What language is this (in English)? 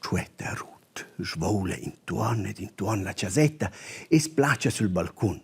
Romansh